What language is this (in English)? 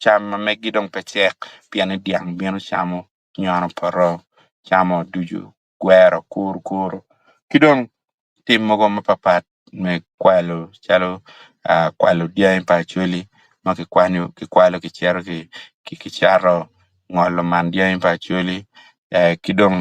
Acoli